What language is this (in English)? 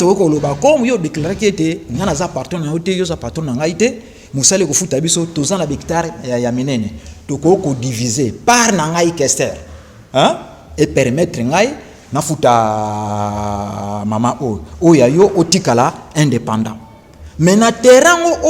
Lingala